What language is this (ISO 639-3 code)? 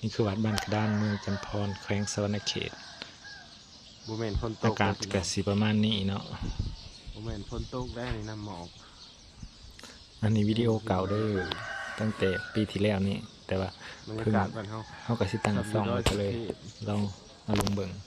lao